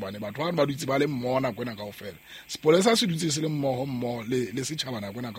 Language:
Southern Sotho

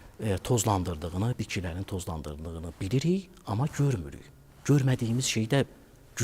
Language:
Azerbaijani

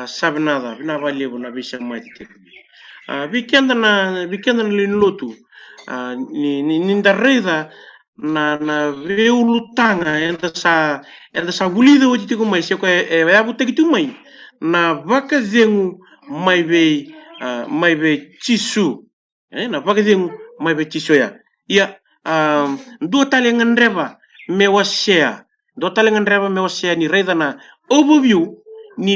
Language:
Fijian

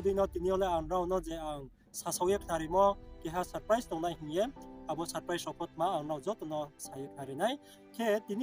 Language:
Riang (India)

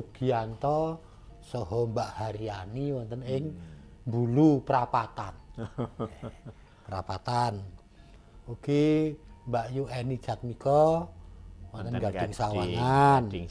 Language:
Javanese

